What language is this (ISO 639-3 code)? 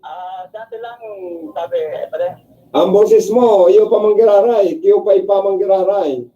bik